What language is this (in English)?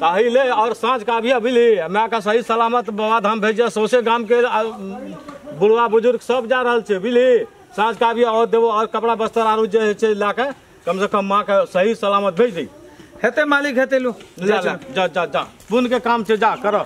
Maithili